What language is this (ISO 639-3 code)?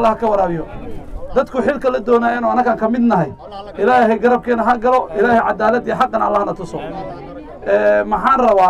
som